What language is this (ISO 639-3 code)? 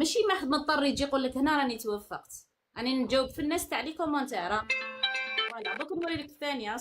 arq